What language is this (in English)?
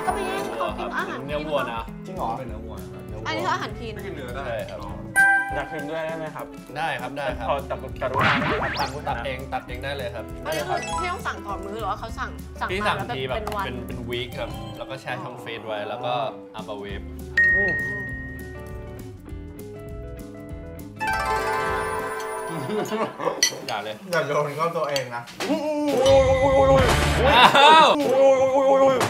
Thai